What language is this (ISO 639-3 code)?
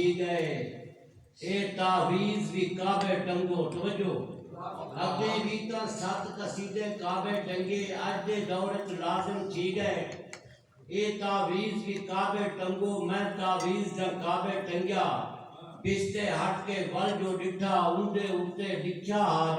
skr